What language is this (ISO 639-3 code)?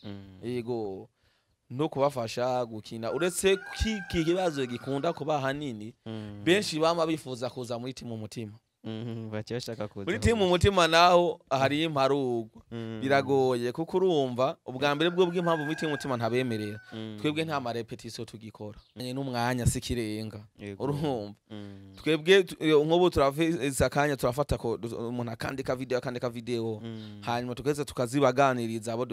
run